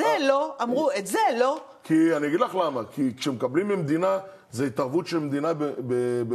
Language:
Hebrew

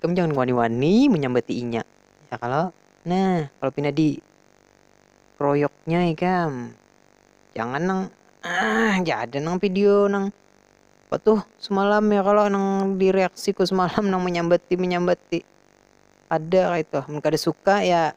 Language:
Banjar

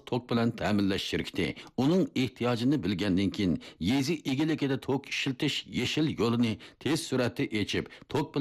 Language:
Uyghur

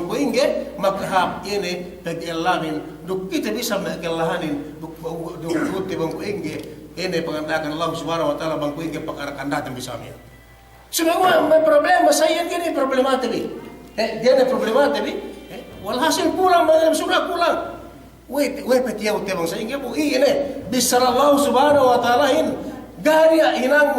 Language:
Yakan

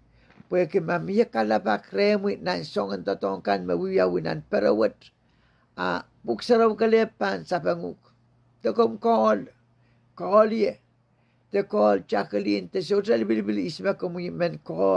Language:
Pohnpeian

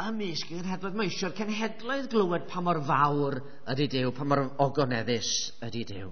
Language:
Welsh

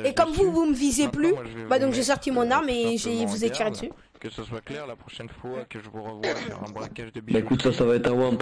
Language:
French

